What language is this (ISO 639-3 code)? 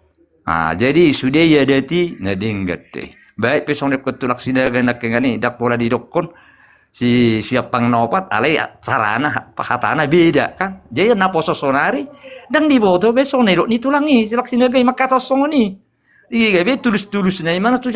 bbc